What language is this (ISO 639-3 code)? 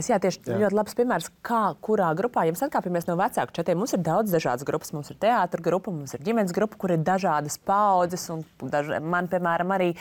lav